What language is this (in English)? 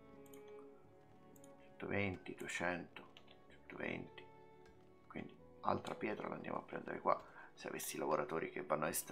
Italian